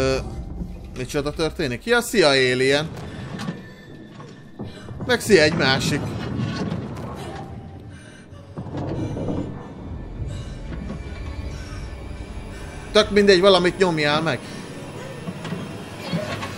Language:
Hungarian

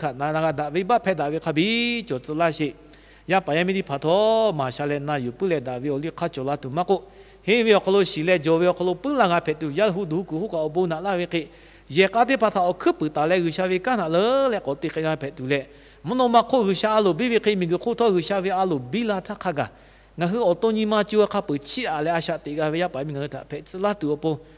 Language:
Lahu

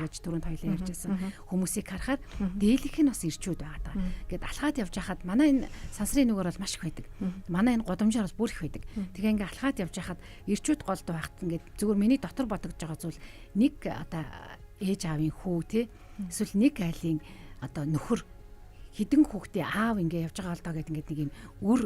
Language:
Mongolian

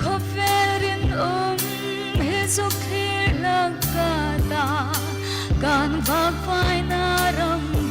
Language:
Hmar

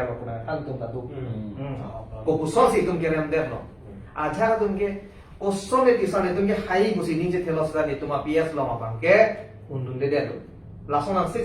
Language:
Karbi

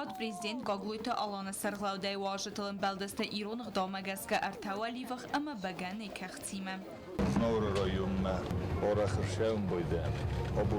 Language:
Ossetic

